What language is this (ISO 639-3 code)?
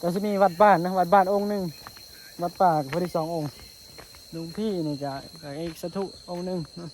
tts